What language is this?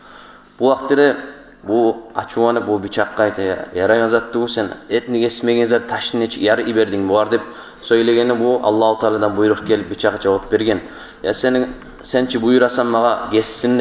Kumyk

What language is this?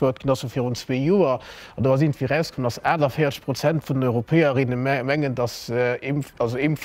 Luxembourgish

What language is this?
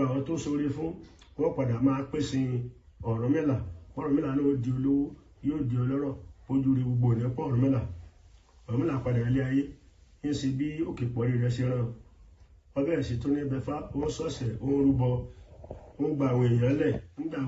Yoruba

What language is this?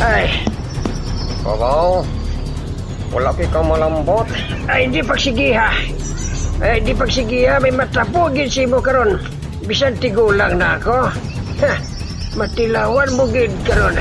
Hiligaynon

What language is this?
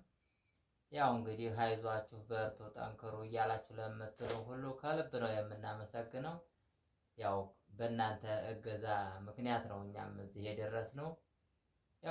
Amharic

